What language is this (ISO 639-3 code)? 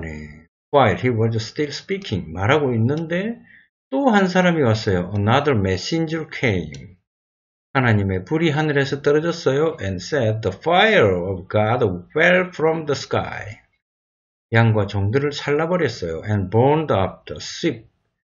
kor